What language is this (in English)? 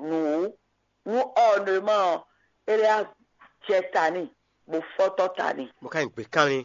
Fon